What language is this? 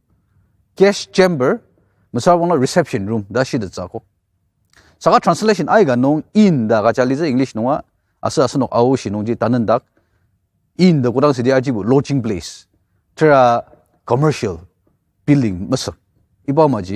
Ao Naga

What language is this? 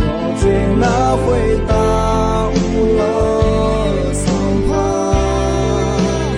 Akha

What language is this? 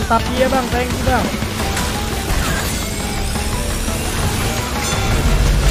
Indonesian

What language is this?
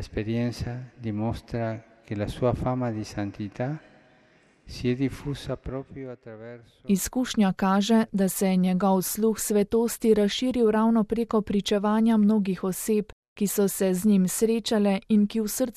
Slovenian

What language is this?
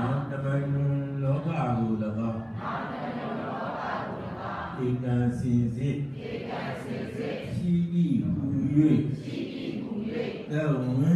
Burmese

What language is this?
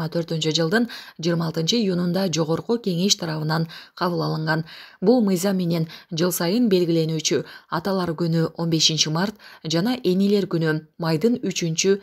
Kyrgyz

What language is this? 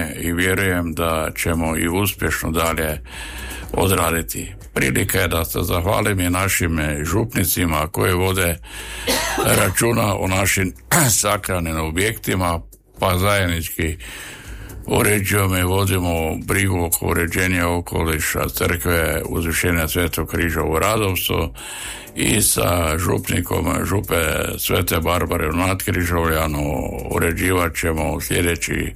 Croatian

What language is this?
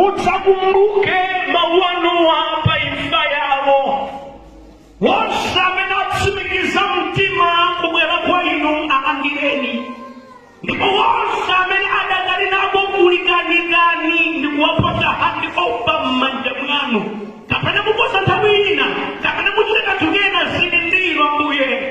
Nyanja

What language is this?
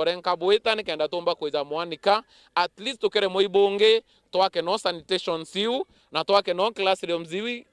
Meru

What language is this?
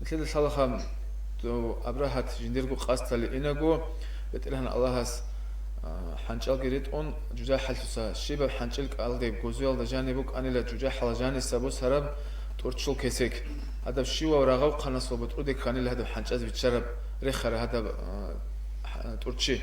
Avaric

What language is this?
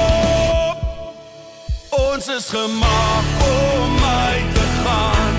Afrikaans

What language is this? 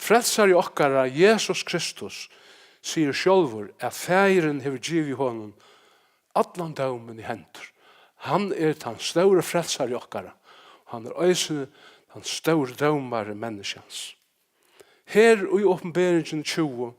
Faroese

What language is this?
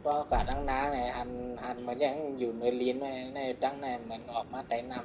Shan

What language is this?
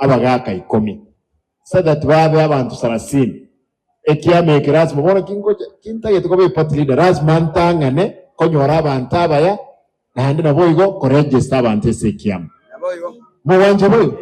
Gusii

